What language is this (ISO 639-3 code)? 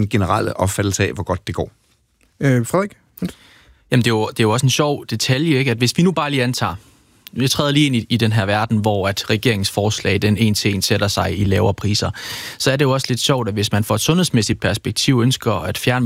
dan